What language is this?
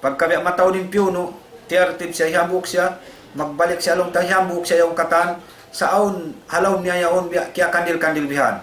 Tausug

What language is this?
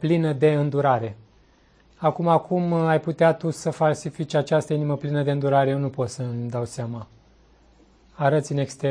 Romanian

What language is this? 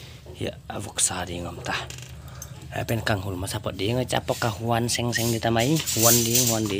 Paite Chin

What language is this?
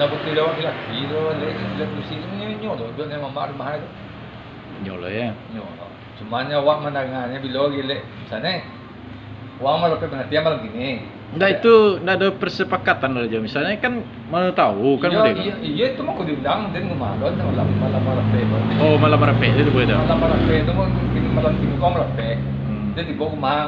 Minangkabau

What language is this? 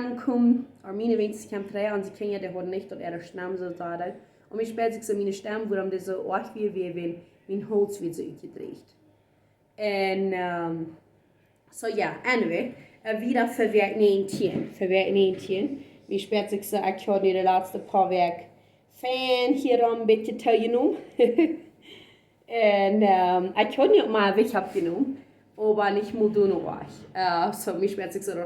Plautdietsch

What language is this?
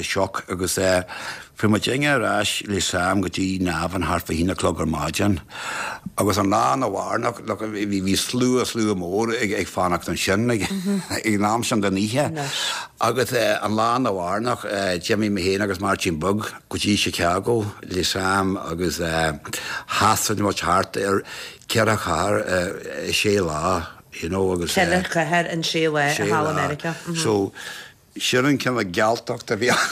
Irish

